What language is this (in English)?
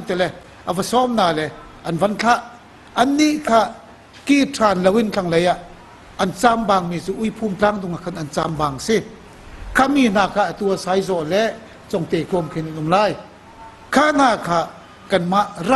Hakha Chin